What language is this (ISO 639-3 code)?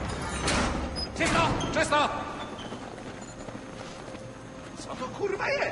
pol